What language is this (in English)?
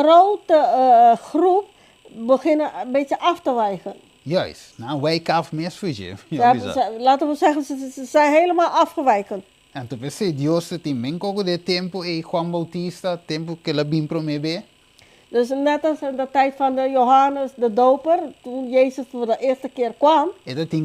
Papiamento